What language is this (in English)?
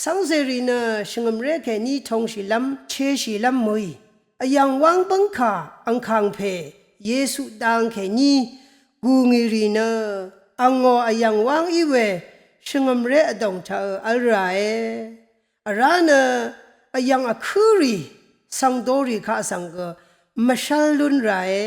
Rawang